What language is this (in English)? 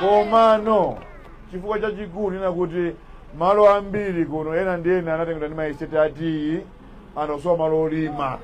Nyanja